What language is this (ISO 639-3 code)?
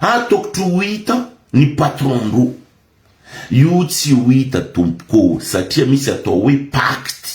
mlg